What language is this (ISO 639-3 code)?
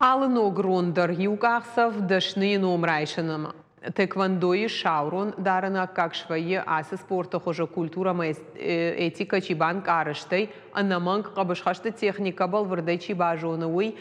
oss